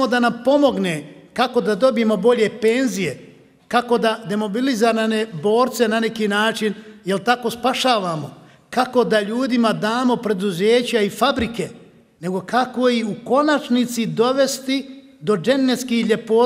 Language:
Bosnian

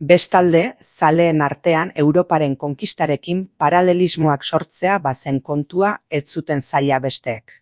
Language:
Basque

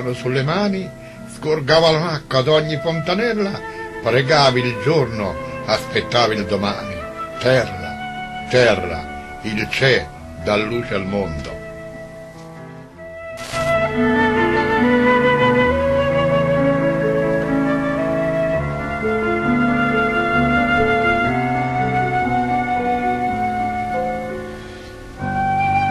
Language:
Italian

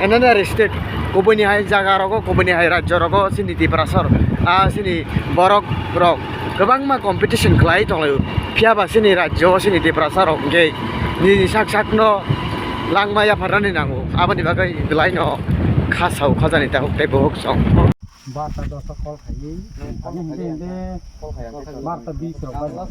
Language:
Kok Borok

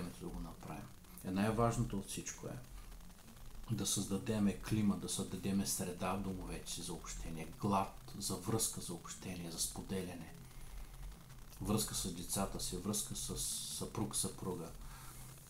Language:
Bulgarian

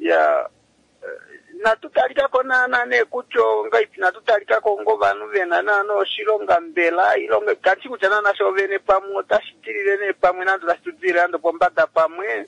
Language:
Kuanyama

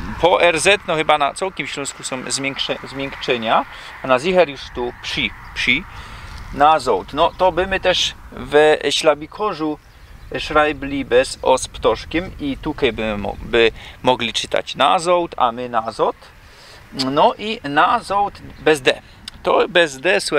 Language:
Silesian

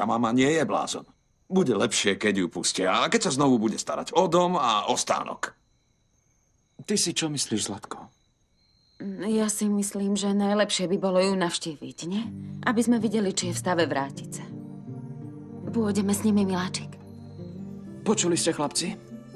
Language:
Slovak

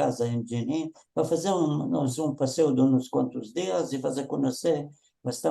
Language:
Ladino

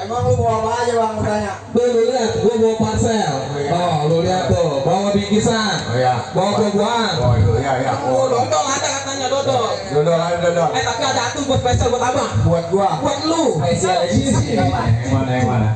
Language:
Betawi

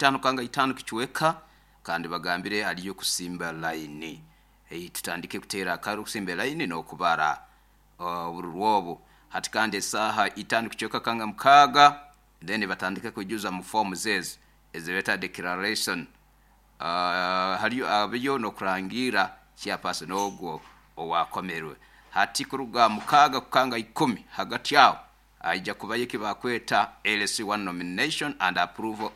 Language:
Nyoro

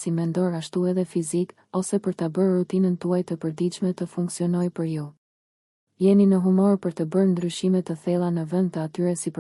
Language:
Albanian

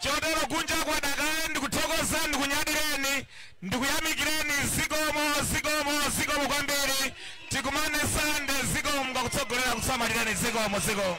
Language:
Nyanja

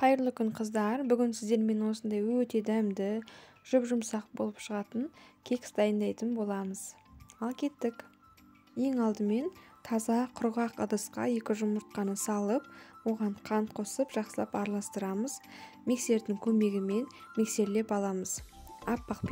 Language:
Kazakh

